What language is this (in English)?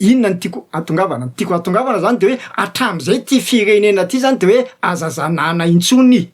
Malagasy